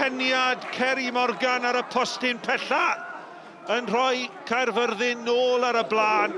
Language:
Welsh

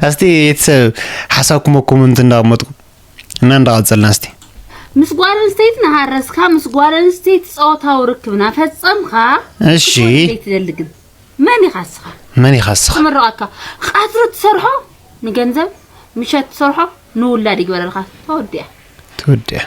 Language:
Tigrinya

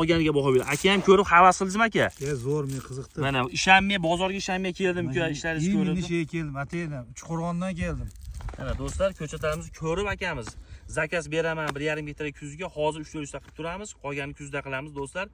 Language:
Uzbek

